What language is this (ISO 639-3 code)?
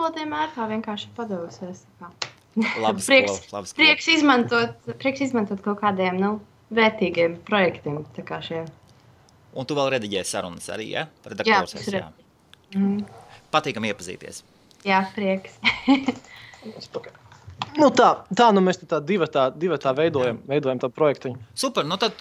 lav